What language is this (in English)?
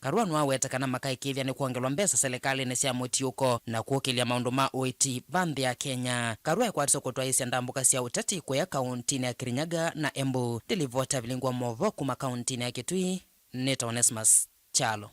Kamba